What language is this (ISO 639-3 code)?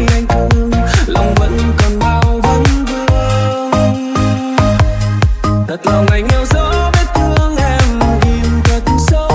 vie